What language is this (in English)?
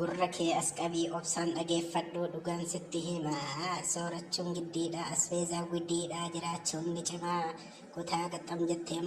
Oromo